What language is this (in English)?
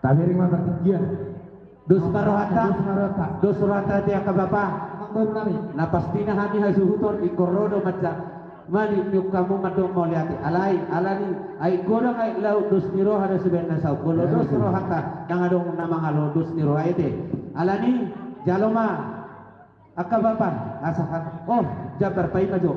Batak Toba